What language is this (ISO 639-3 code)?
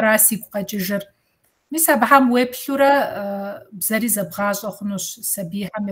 kbd